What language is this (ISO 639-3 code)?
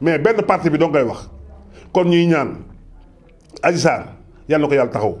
wol